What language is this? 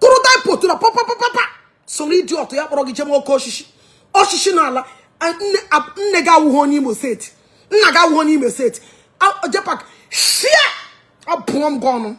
Igbo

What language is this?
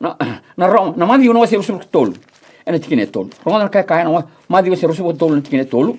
Fijian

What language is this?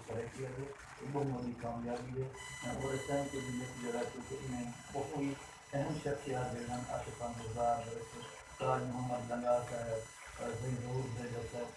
Saraiki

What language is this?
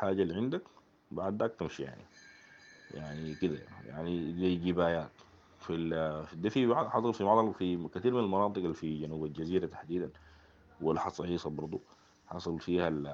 Sudanese Arabic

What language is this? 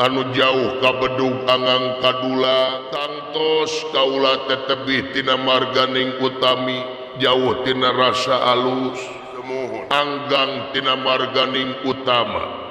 Sundanese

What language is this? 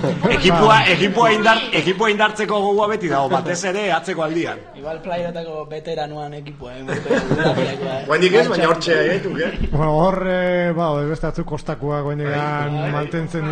Basque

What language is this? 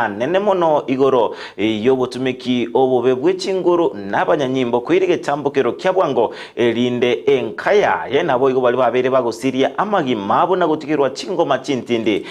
Gusii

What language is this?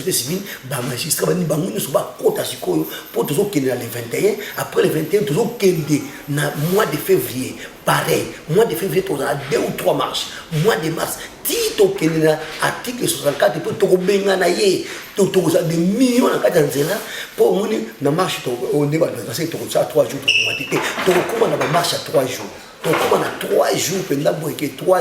Lingala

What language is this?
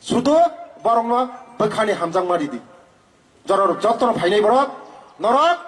Kok Borok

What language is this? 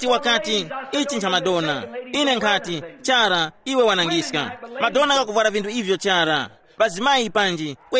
Tumbuka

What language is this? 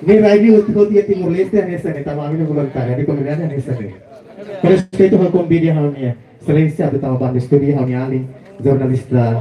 Tetum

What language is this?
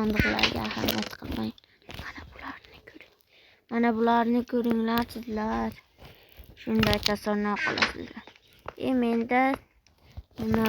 Uzbek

